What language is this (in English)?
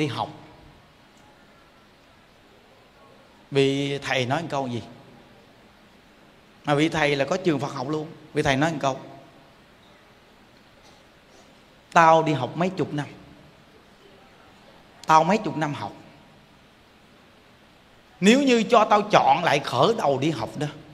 Vietnamese